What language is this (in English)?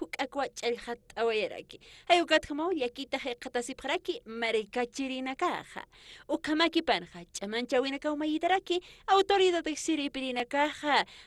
Aymara